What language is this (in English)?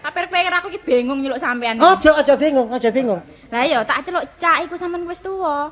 Javanese